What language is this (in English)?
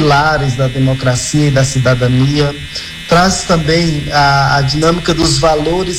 Portuguese